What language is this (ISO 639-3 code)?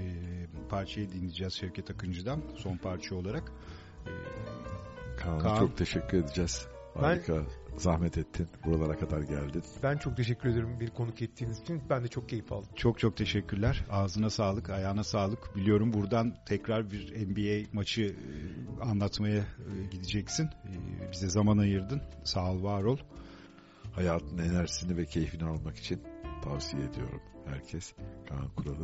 tur